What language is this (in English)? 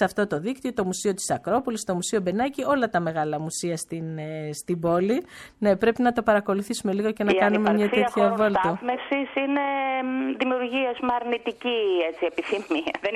Greek